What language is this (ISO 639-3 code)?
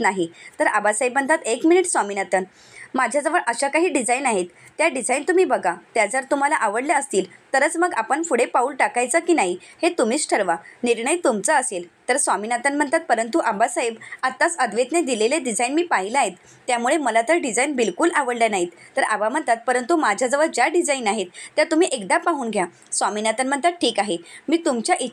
mar